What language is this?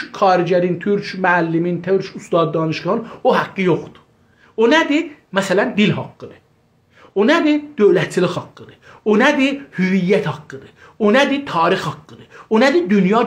South Azerbaijani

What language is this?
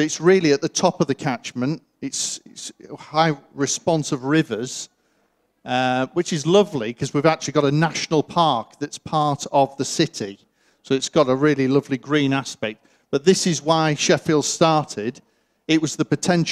English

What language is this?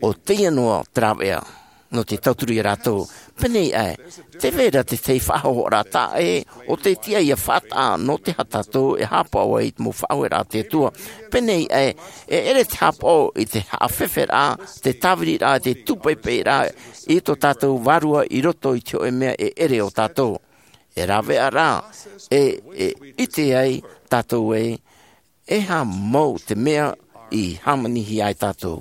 Tahitian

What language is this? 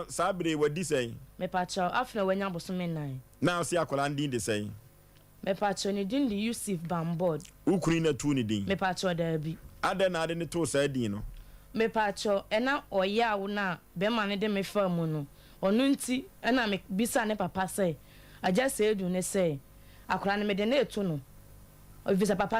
Akan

